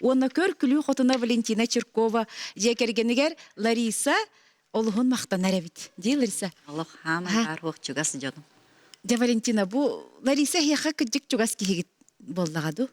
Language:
Yakut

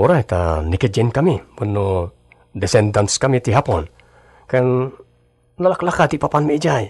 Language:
Iloko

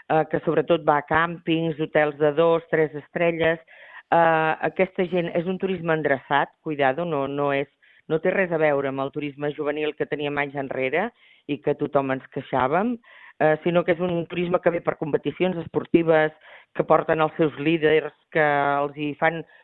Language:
Catalan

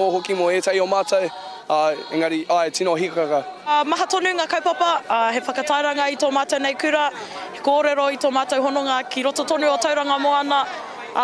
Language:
Māori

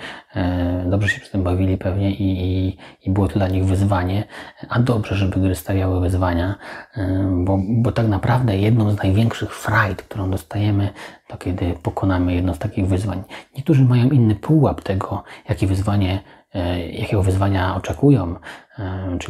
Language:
Polish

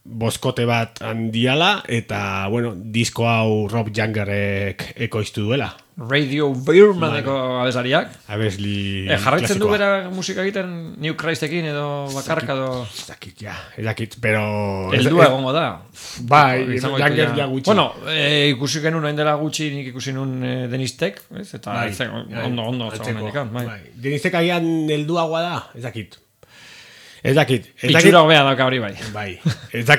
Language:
Basque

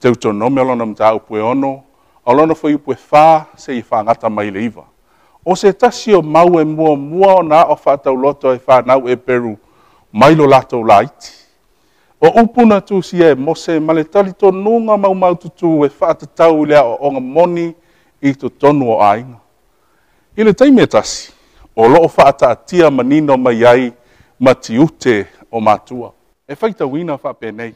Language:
Samoan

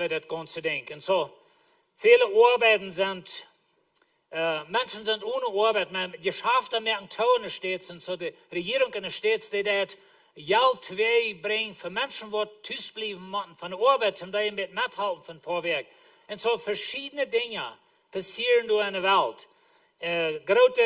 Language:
Plautdietsch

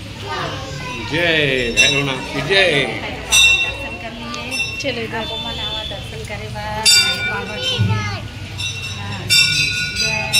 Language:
Chhattisgarhi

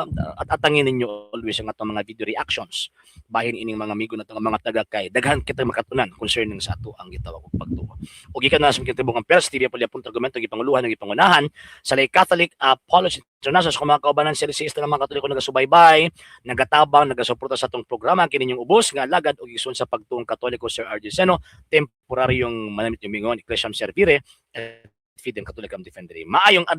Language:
Cebuano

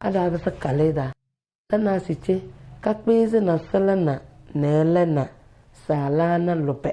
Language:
Tem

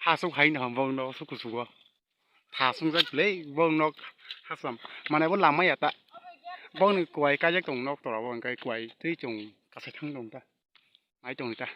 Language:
Kok Borok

